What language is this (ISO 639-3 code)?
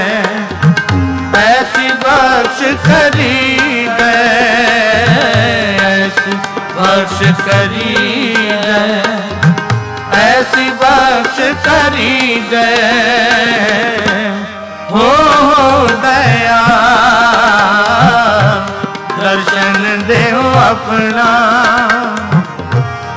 pan